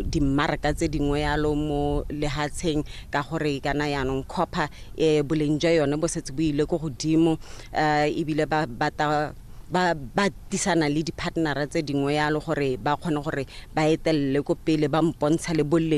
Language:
Tswana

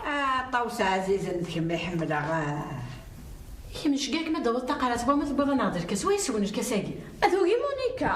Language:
Kabyle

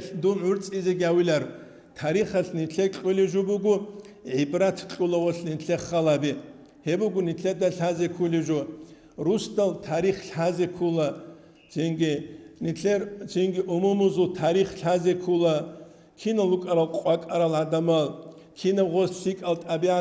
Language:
Avaric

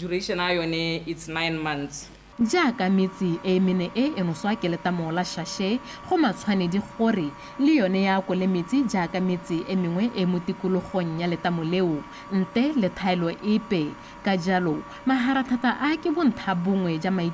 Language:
Tswana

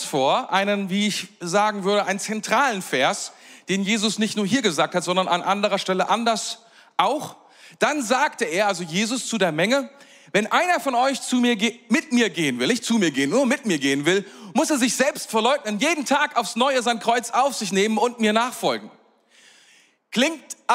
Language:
German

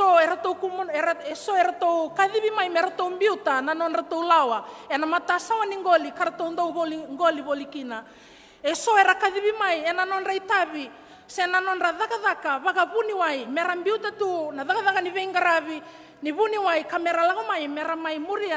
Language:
Fijian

